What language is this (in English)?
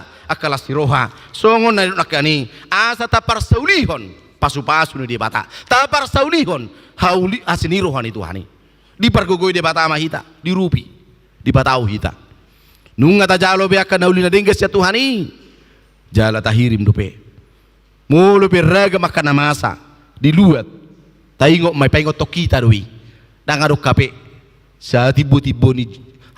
Batak Toba